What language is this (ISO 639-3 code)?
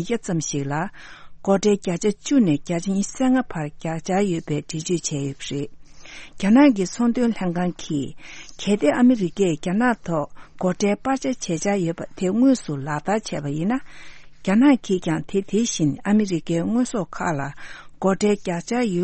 bod